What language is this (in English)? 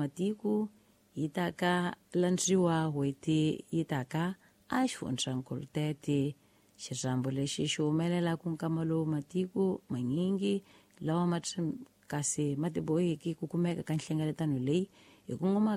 Tsonga